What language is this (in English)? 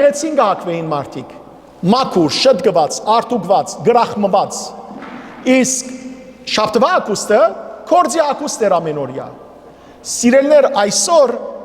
Western Armenian